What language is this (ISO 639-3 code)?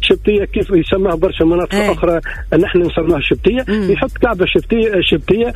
aeb